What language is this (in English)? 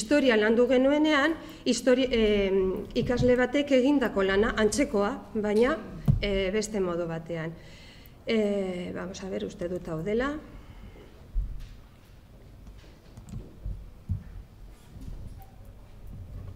Basque